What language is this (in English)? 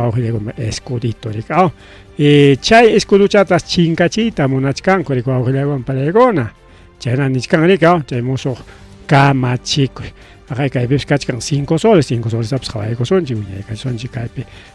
Ayacucho Quechua